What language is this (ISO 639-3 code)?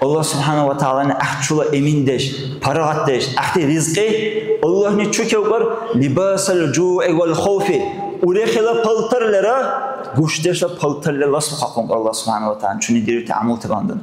dar